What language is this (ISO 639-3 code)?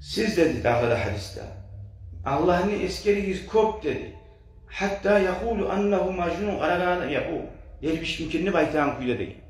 kum